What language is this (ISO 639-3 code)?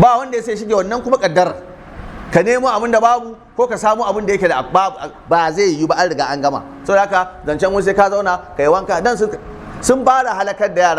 hau